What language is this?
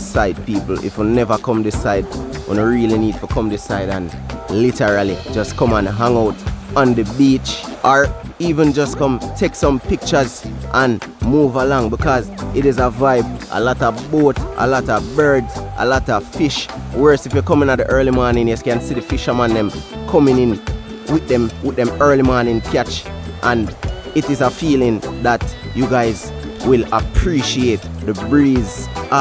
Jamaican Creole English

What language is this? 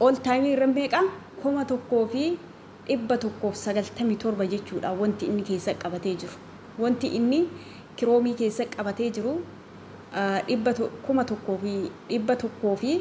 Oromo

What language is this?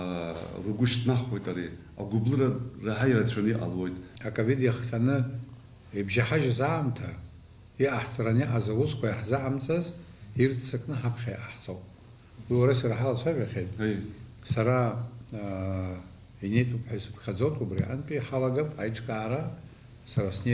Abkhazian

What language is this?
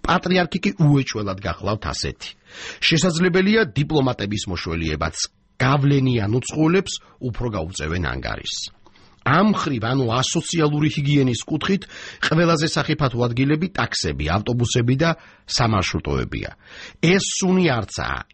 Georgian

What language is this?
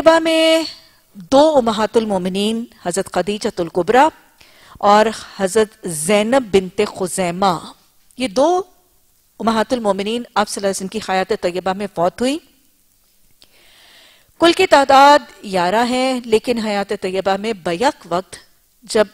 Urdu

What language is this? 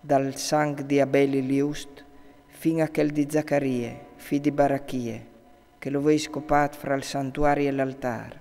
Friulian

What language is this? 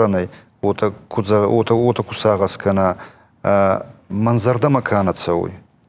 Ossetic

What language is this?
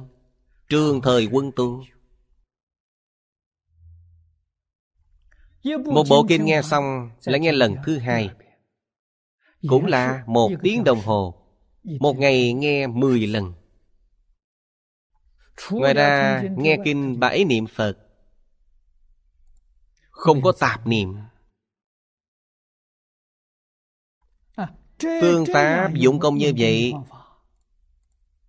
Vietnamese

